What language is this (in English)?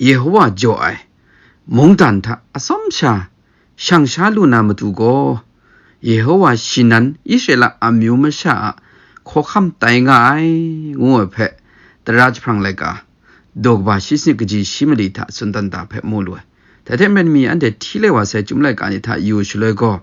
Kachin